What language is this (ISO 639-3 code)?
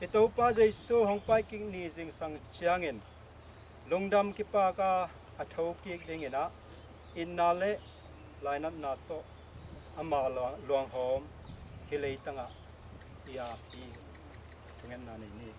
ctd